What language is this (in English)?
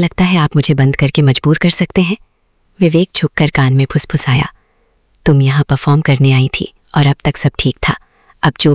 Hindi